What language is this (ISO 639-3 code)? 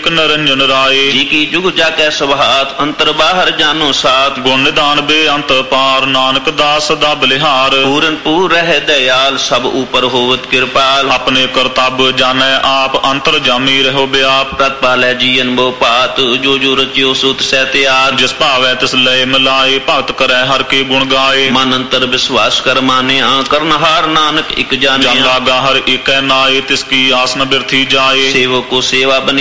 pan